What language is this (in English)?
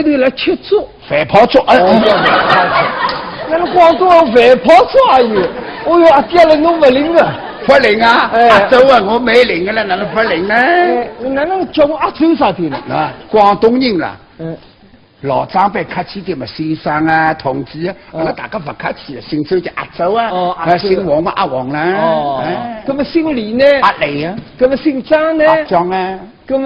Wu Chinese